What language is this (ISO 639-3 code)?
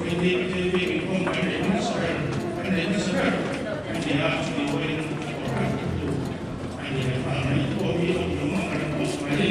lus